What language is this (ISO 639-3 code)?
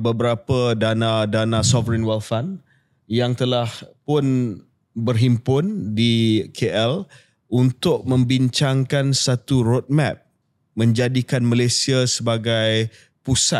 msa